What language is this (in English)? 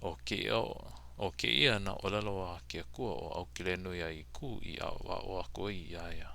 Hawaiian